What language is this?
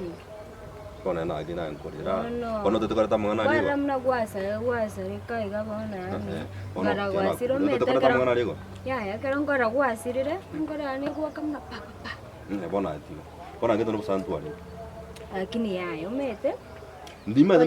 Gusii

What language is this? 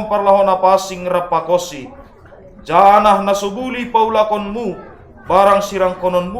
Batak Simalungun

